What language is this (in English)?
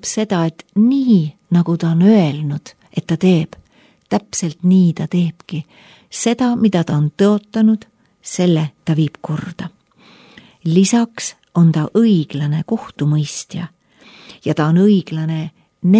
Estonian